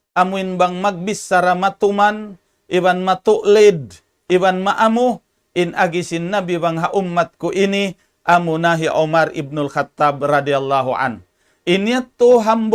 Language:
Tausug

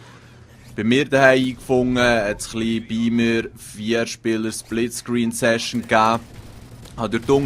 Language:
Swiss German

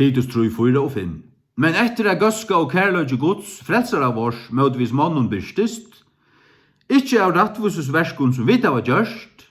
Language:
Faroese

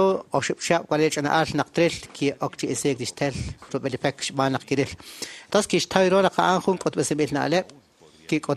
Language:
Kekchí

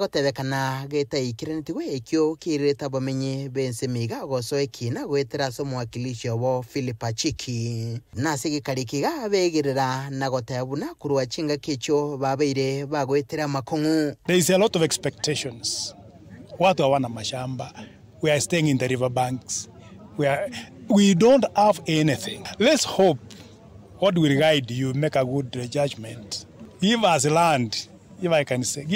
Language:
Gusii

